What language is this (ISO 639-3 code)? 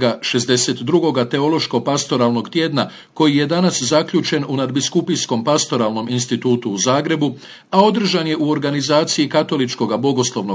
hrv